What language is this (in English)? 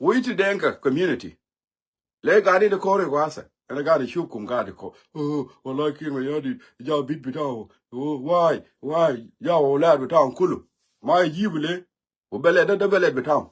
Nuer